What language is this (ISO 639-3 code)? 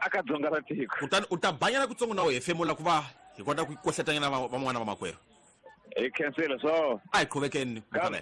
tso